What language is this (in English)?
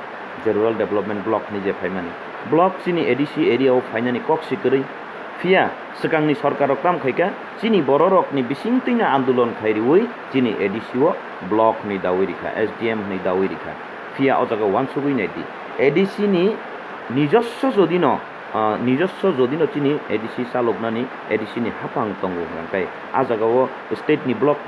Kok Borok